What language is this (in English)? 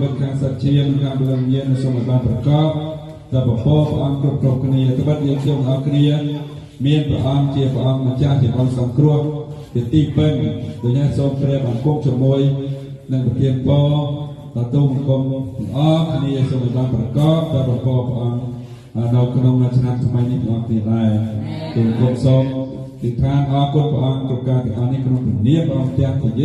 Khmer